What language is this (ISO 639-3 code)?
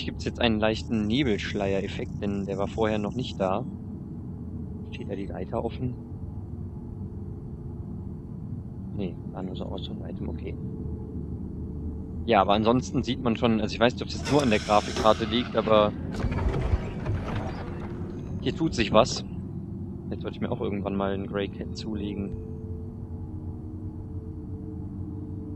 deu